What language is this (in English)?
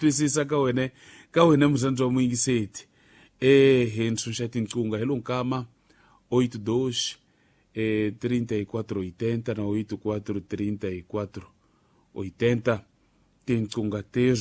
Tsonga